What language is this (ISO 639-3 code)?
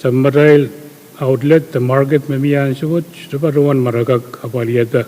pon